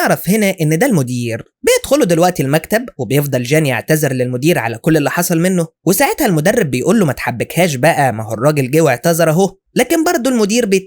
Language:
Egyptian Arabic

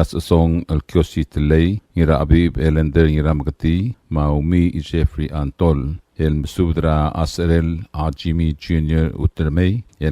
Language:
Palauan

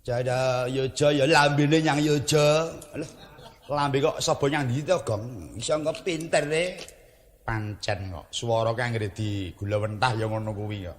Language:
Javanese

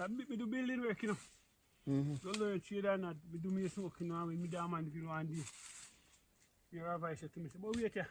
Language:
Jamaican Creole English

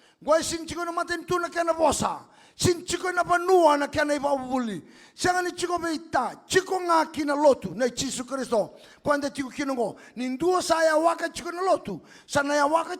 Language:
Fijian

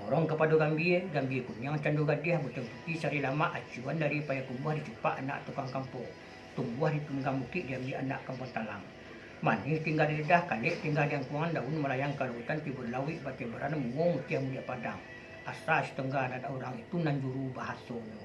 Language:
Minangkabau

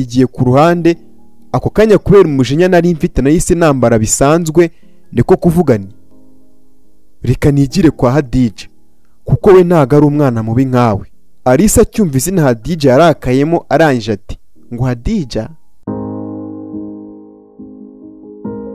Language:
Kinyarwanda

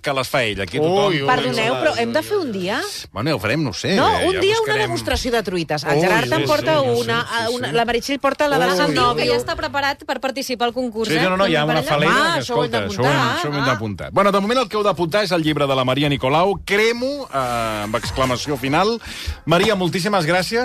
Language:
Catalan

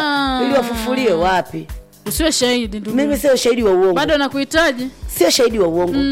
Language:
Swahili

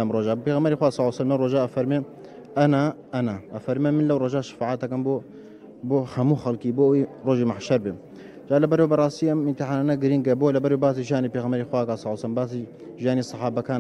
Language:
Central Kurdish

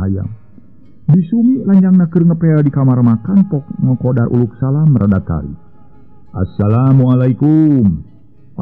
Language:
Sundanese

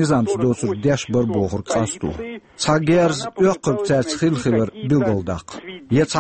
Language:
Chechen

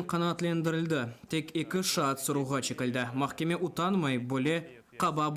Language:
Crimean Tatar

